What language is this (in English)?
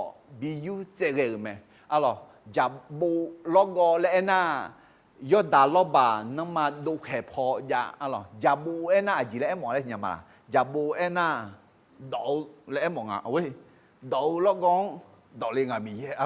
Akha